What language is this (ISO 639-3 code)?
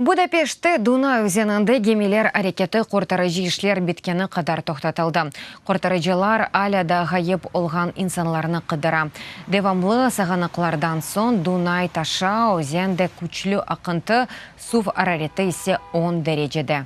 crh